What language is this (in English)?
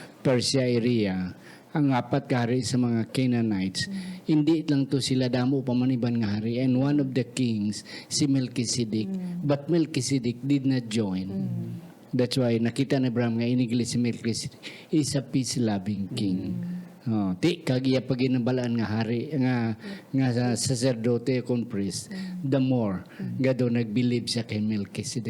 Hiligaynon